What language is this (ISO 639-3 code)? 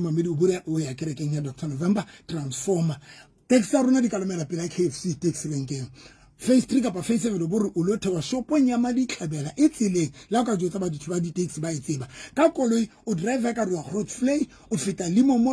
sot